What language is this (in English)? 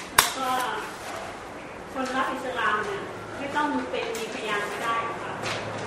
Thai